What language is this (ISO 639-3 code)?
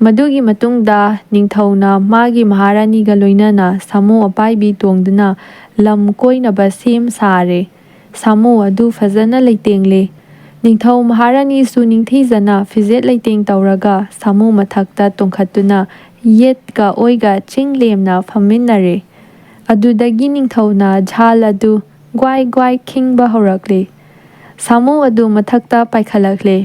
mni